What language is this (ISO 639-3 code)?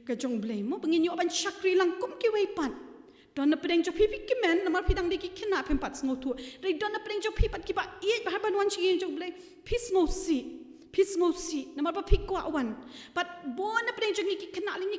kha